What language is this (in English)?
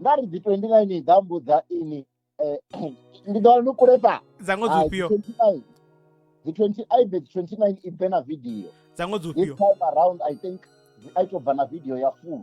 Venda